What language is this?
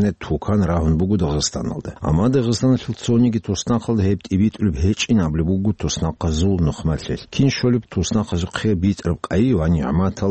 Avaric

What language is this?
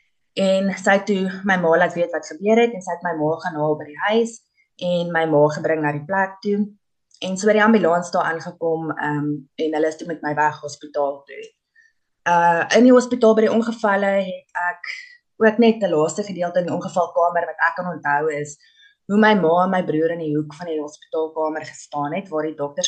Afrikaans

